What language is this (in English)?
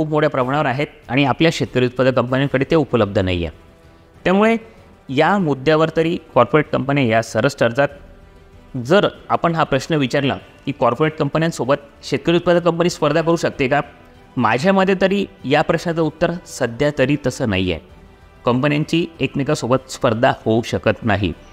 Marathi